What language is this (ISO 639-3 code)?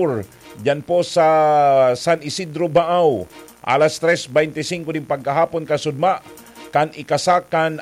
bik